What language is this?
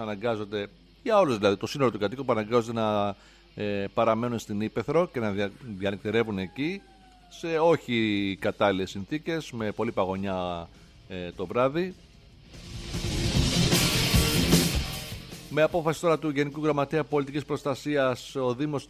Greek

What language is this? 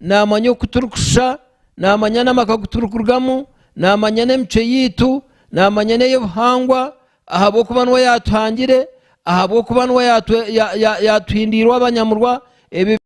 Nyankole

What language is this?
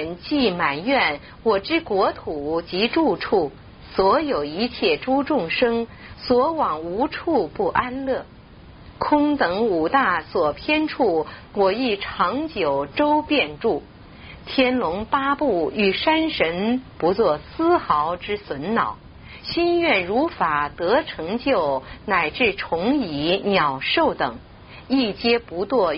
Chinese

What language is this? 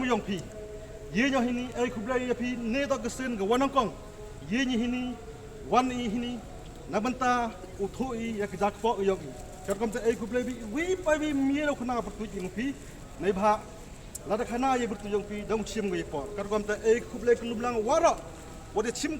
Pnar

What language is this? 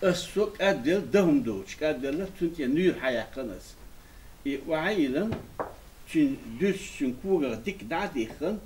Chechen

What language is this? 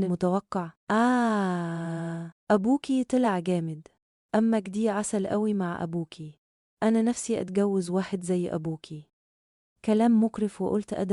Egyptian Arabic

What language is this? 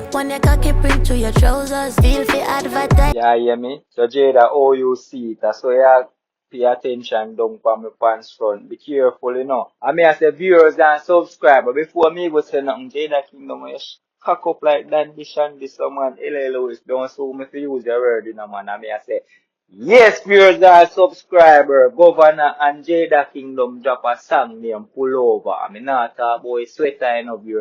Jamaican Creole English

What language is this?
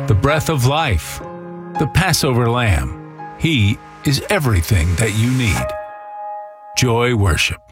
English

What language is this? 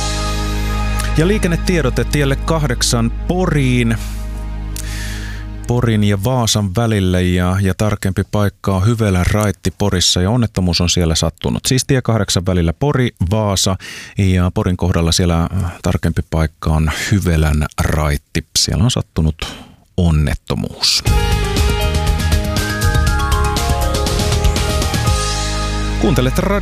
Finnish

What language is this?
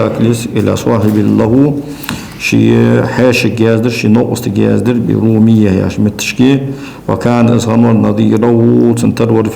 Ingush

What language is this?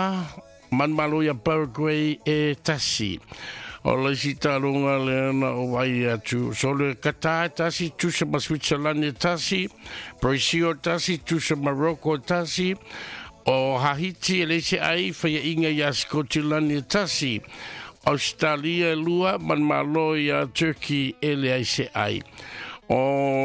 Samoan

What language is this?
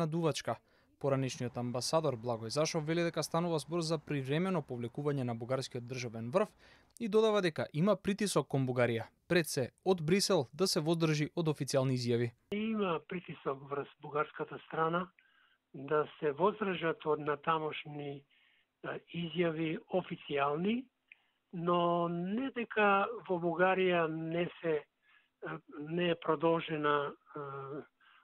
Macedonian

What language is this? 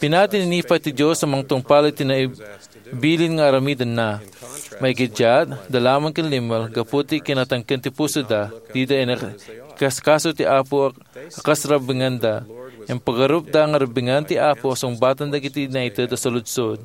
Iloko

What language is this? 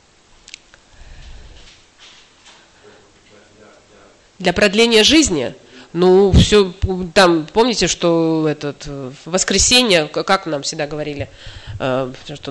Russian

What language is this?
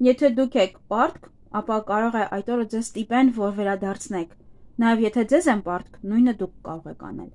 Armenian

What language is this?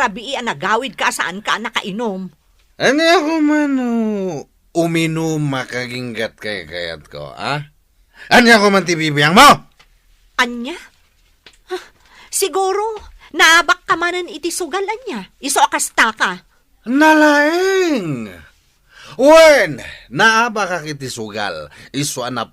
Iloko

